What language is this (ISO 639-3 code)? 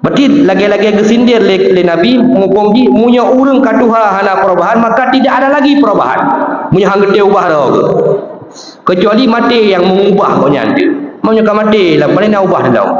ace